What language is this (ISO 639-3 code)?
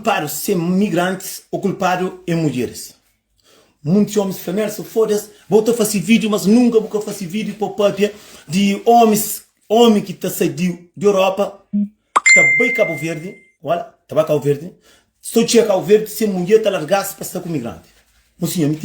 kea